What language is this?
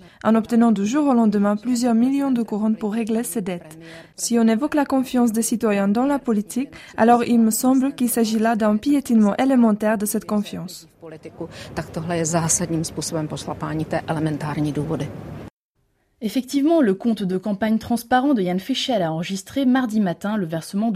French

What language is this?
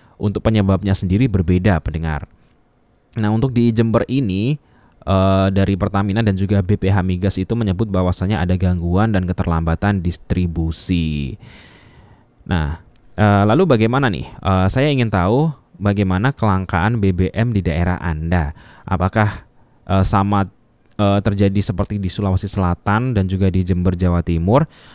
Indonesian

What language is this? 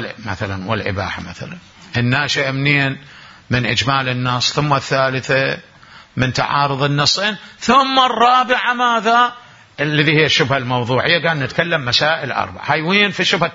Mesopotamian Arabic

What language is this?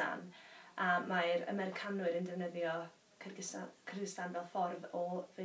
Welsh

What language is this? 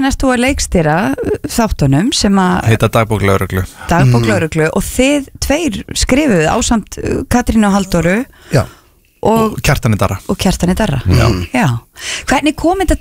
Icelandic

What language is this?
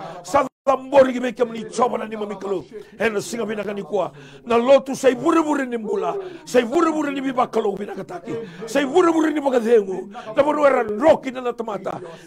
Fijian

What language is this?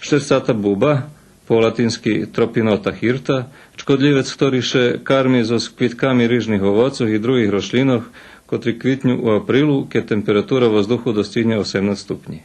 Rusyn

